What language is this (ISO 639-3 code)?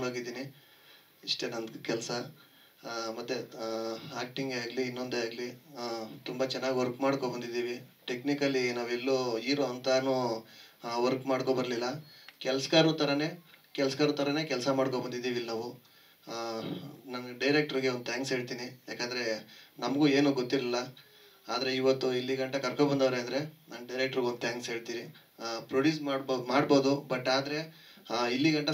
kan